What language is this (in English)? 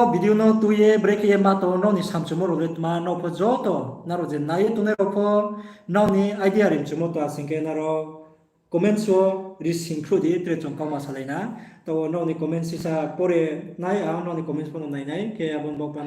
Riang (India)